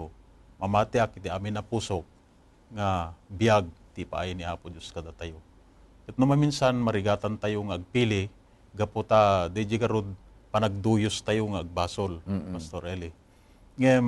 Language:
Iloko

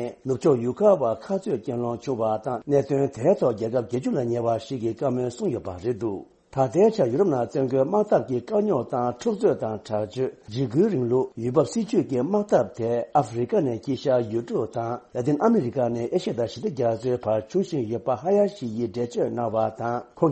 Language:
Tibetan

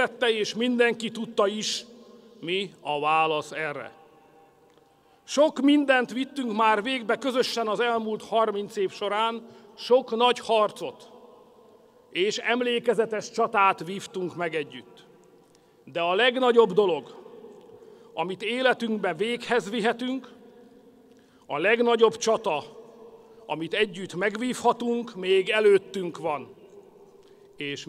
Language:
Hungarian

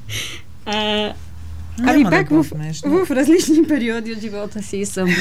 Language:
Bulgarian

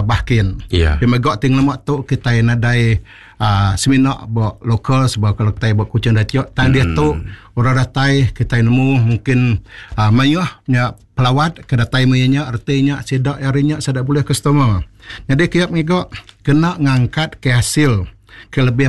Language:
Iban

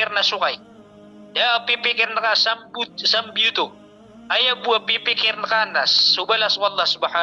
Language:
Maranao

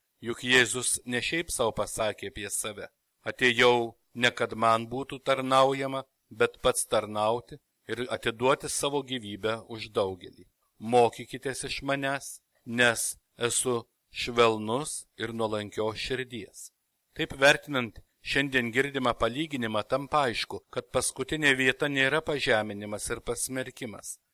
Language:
Lithuanian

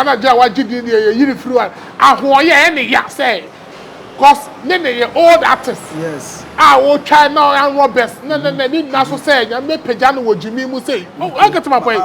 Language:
Akan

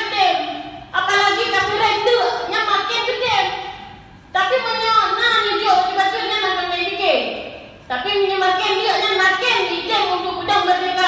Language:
Achinese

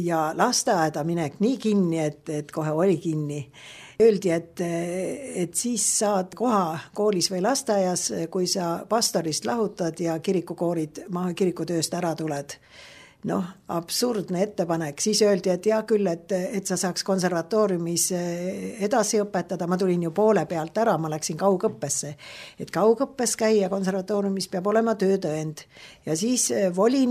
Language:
Estonian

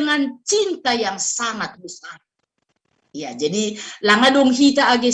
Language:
Batak Simalungun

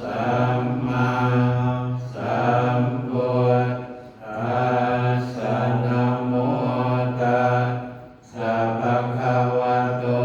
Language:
Pali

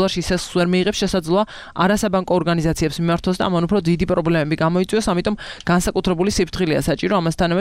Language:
Georgian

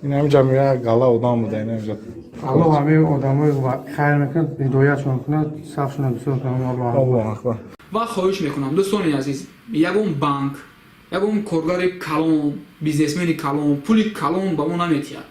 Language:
Tajik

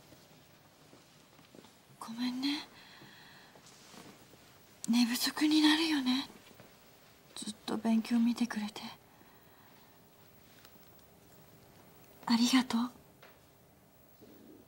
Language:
Japanese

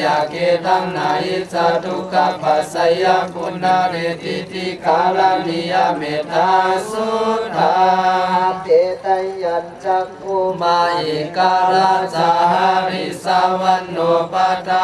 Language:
Pali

